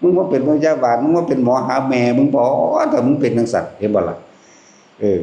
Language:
Northeastern Thai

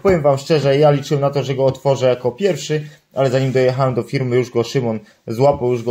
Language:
Polish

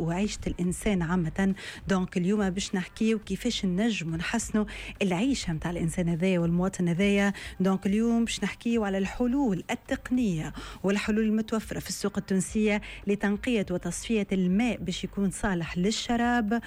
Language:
Tunisian Arabic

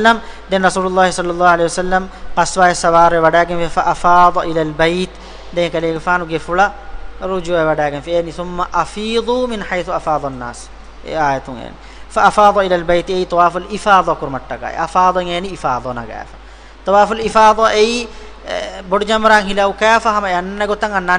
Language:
Divehi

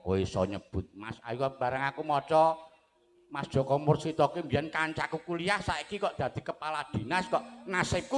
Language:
Javanese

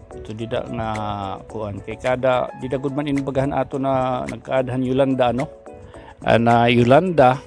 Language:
Waray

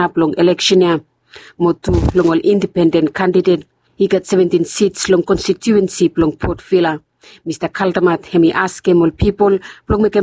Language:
Bislama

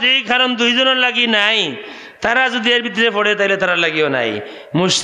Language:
Sylheti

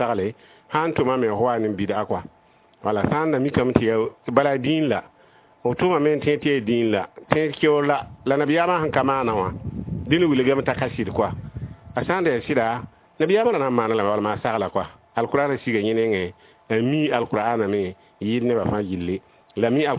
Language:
Mossi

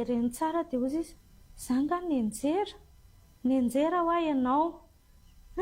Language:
Malagasy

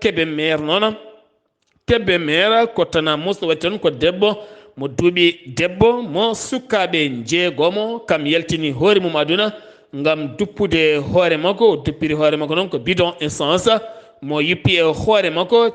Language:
Fula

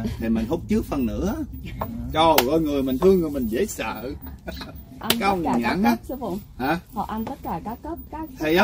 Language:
Vietnamese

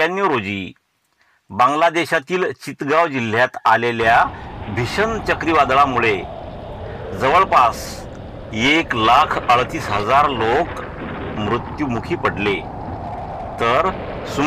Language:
Marathi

